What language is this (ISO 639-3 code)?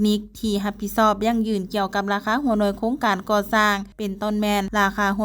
lao